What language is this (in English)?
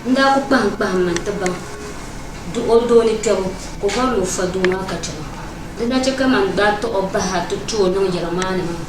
Dagbani